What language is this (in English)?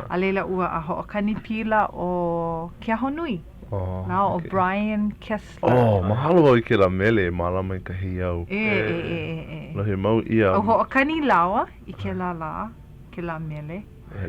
Hawaiian